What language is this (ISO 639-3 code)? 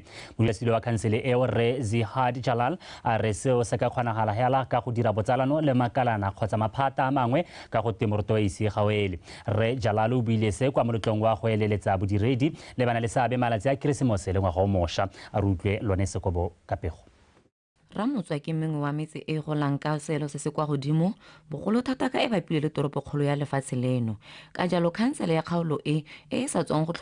tsn